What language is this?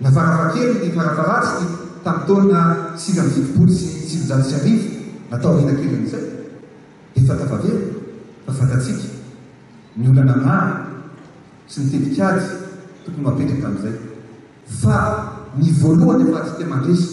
Malagasy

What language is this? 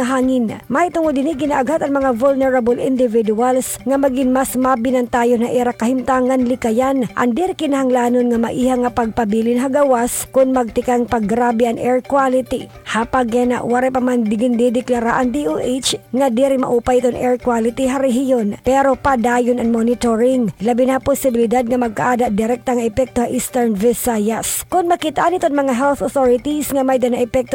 Waray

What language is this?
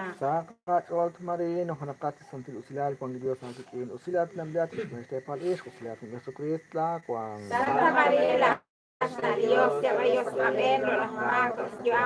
Kekchí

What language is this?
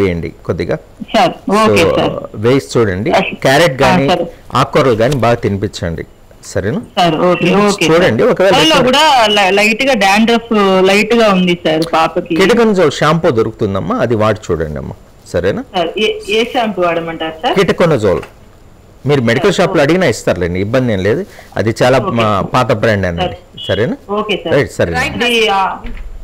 Telugu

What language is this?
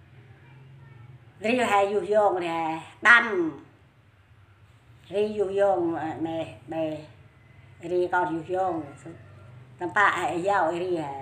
Central Mnong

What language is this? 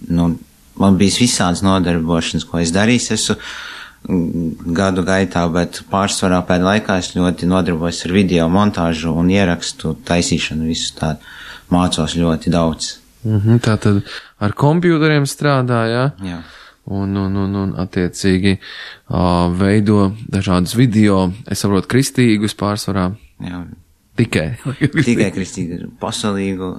Latvian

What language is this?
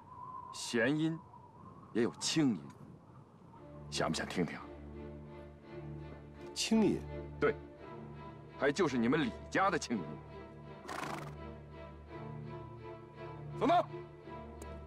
Chinese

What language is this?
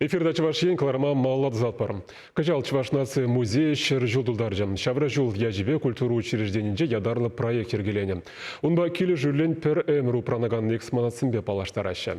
Chuvash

